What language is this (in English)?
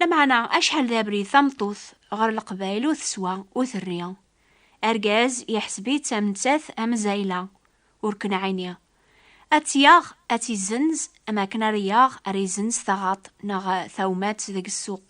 Kabyle